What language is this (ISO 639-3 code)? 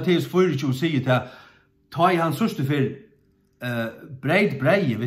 fao